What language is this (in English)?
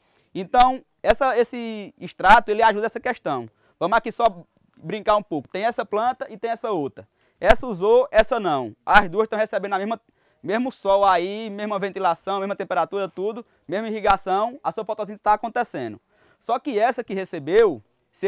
Portuguese